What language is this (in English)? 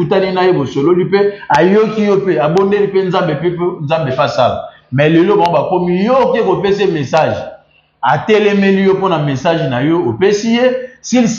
Lingala